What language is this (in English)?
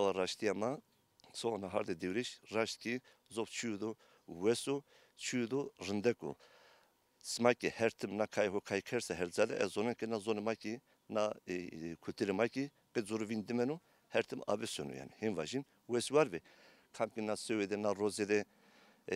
Zaza